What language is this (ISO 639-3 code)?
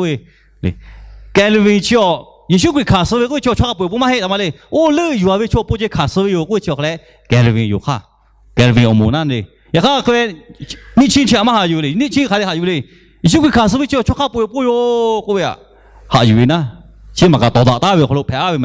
lhu